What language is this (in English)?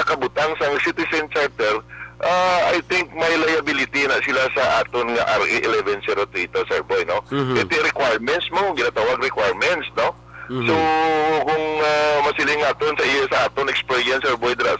Hiligaynon